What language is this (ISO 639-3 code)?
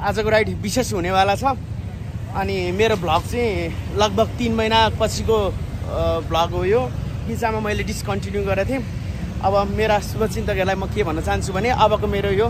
nep